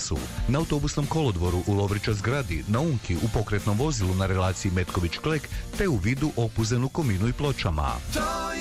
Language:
Croatian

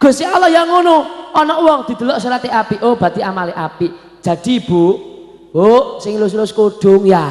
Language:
Javanese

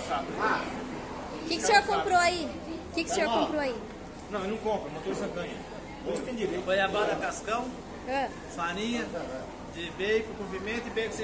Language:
Portuguese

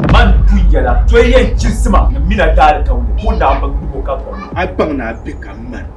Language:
Dagbani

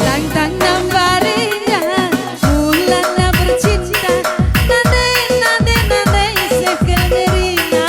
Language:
Batak Karo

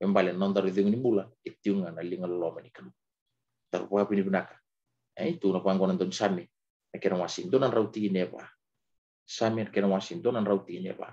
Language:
Fijian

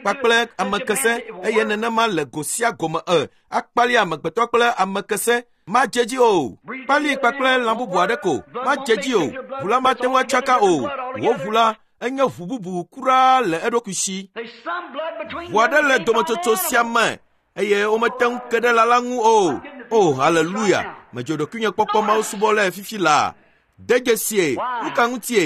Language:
Ewe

